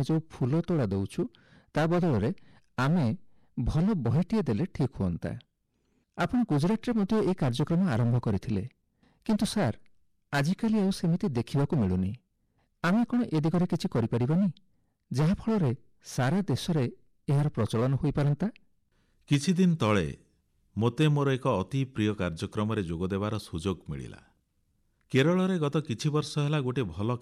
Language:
Odia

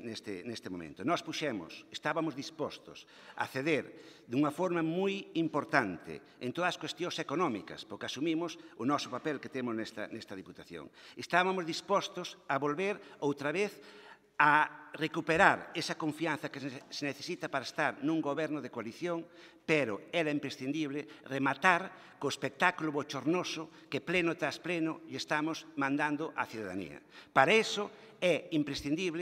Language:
Galician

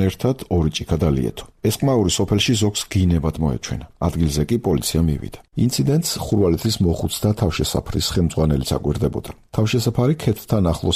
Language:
Georgian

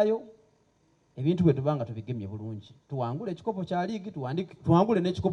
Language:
Soga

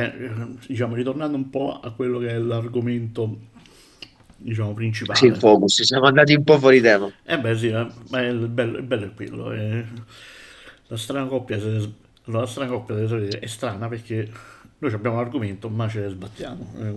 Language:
Italian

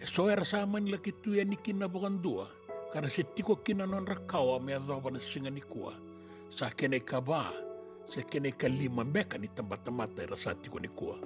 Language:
Fijian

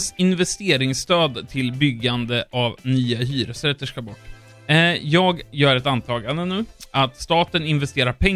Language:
Swedish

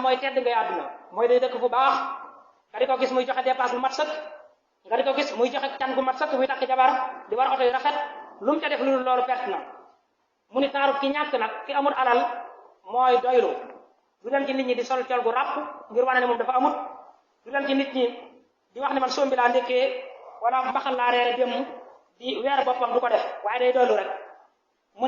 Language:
Wolof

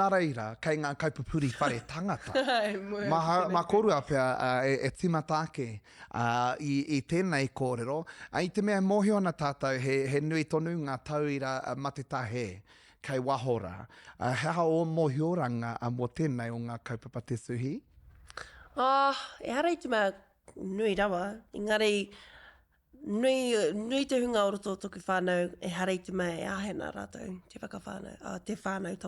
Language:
Māori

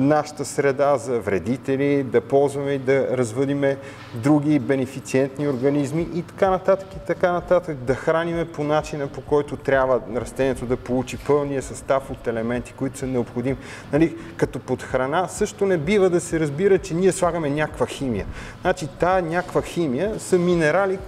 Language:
Bulgarian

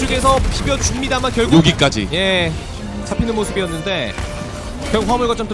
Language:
Korean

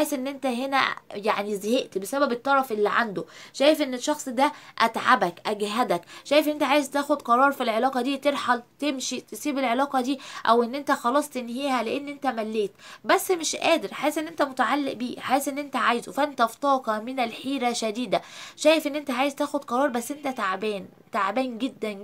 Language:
Egyptian Arabic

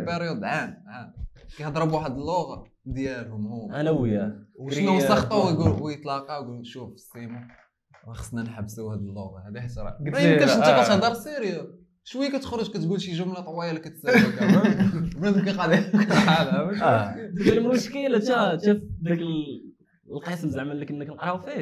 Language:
Moroccan Arabic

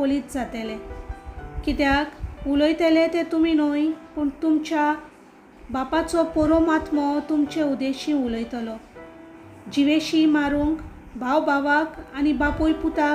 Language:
Konkani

